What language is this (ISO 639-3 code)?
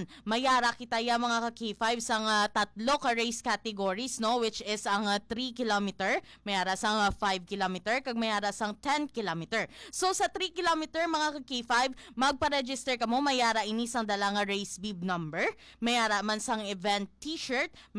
hil